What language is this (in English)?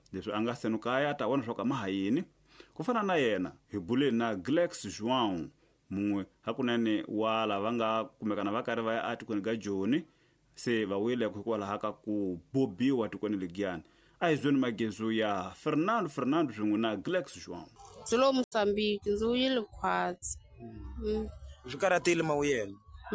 Tsonga